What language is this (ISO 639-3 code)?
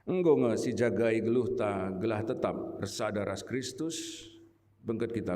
btx